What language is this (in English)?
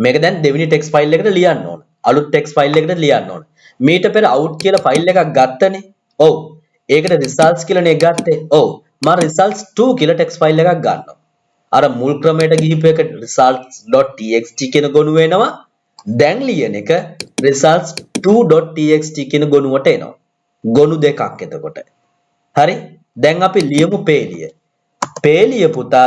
Sinhala